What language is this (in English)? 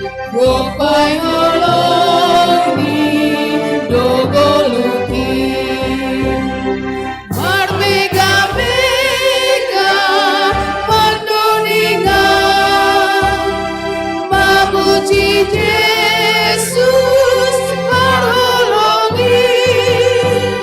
Batak Simalungun